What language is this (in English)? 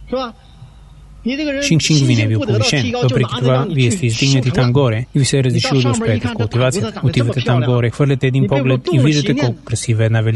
Bulgarian